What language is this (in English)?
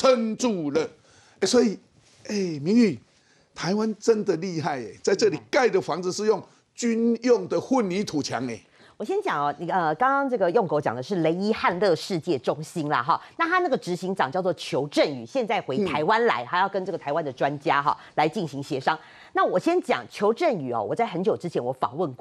Chinese